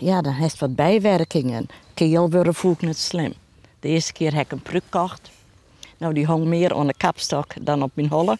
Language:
Western Frisian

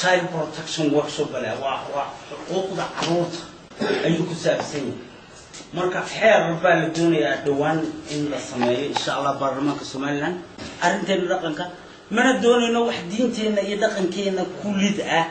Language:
Somali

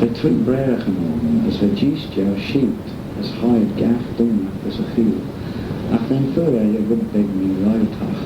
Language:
Manx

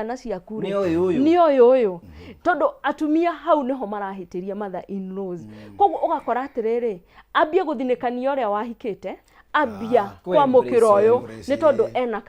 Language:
Kikuyu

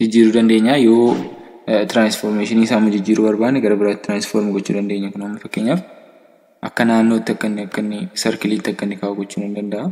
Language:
Oromo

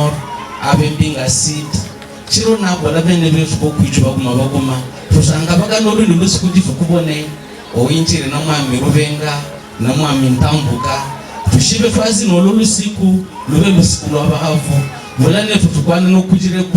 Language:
Havu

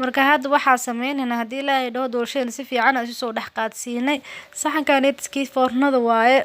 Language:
Somali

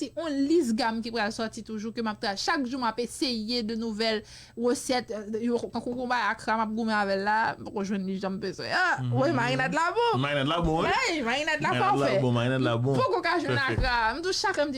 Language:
Haitian Creole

